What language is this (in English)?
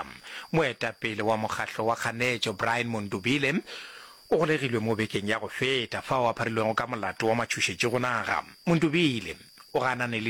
Northern Sotho